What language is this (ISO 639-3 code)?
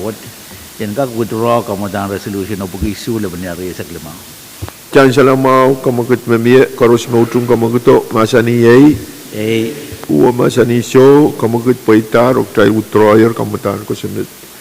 pon